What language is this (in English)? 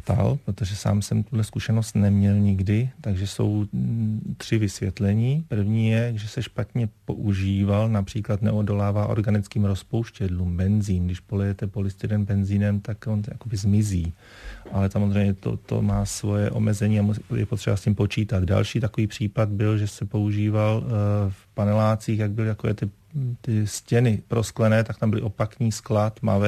Czech